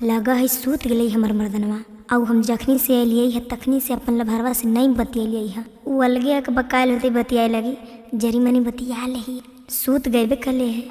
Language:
Magahi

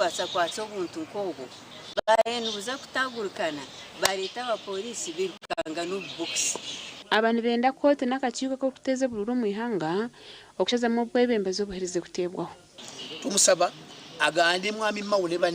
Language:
Nyankole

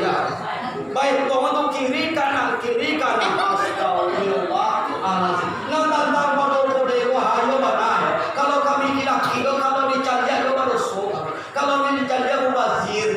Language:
Minangkabau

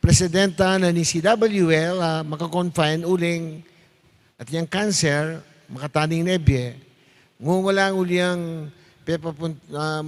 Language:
Pampanga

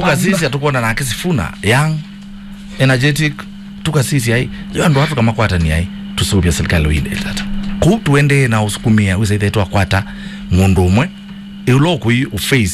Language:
Kamba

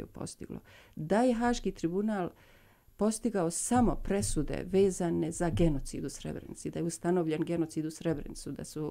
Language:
Bosnian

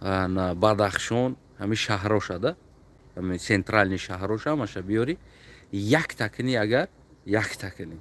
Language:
Tajik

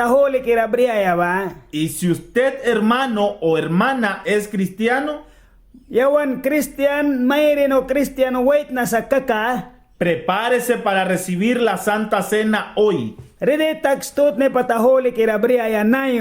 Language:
Mískito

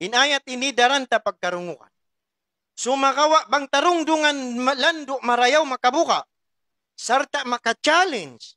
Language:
Tausug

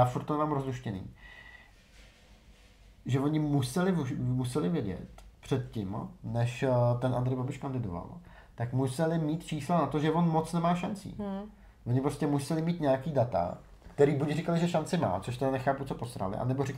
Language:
Czech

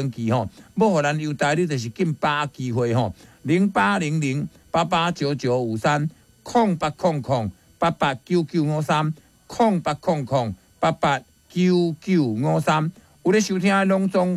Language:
Min Nan Chinese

